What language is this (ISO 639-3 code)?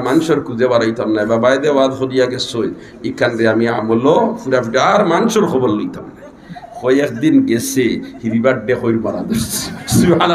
syl